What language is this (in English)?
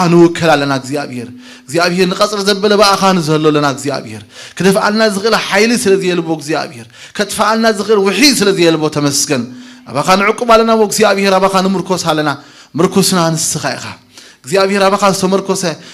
Tigrinya